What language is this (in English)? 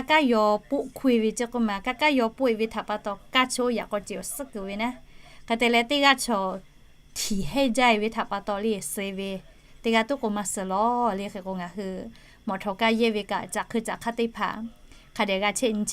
Lahu